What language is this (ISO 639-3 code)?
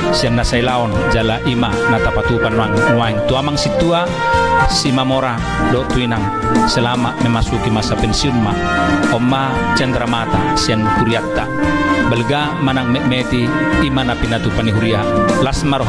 bbc